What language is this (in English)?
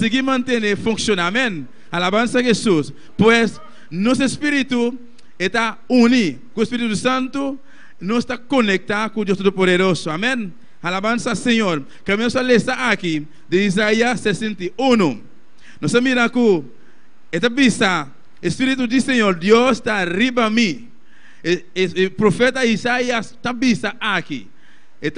Papiamento